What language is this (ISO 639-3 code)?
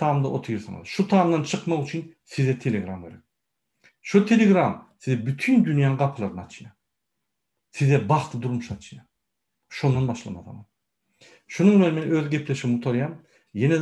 tuk